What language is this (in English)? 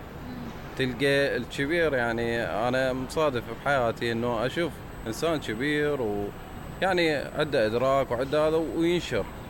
Mesopotamian Arabic